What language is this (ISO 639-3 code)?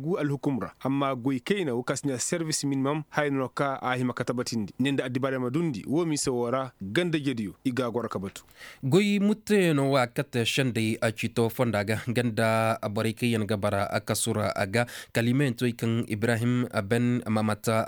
ses